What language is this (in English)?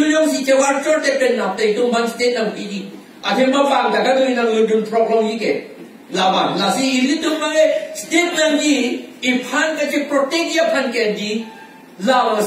Karbi